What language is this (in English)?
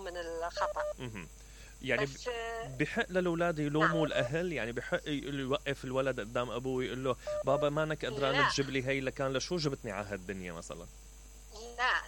Mesopotamian Arabic